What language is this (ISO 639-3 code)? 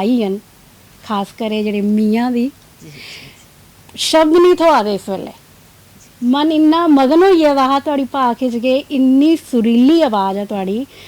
doi